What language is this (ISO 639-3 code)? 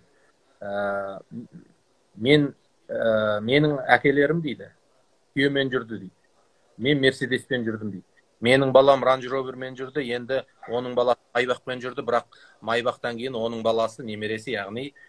kaz